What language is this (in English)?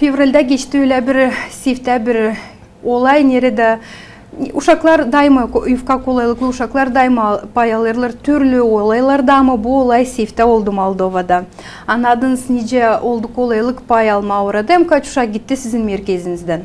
Gagauz